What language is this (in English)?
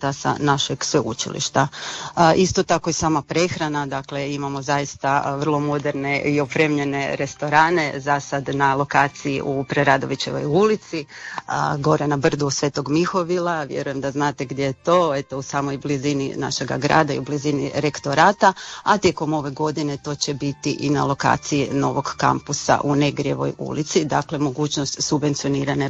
Croatian